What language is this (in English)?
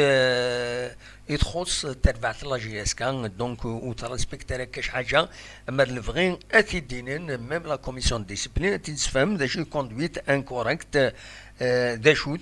Kabyle